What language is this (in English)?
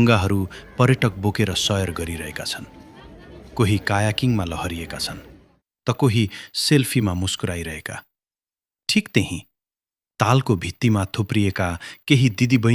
Nepali